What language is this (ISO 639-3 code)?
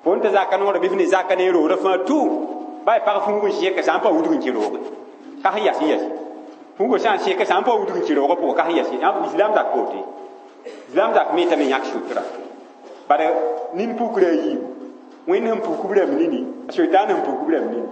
mos